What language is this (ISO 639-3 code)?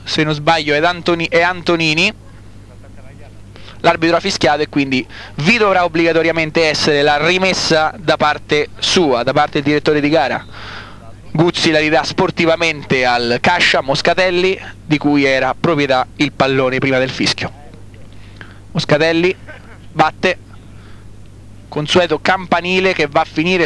ita